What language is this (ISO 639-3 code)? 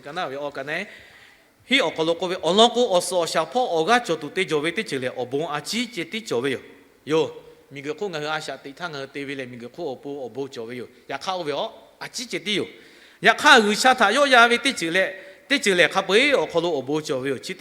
lhu